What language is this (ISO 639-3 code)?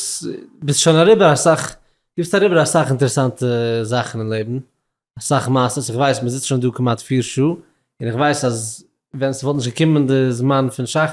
yid